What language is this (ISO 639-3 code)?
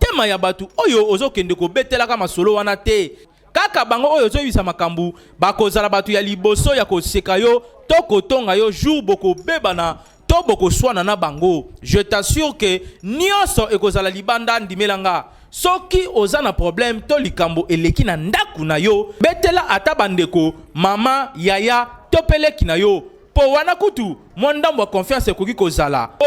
lin